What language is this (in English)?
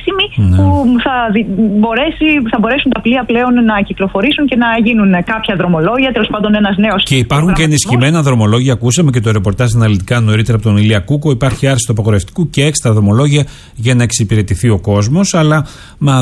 Greek